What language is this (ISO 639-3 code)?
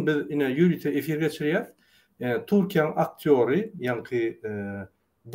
tuk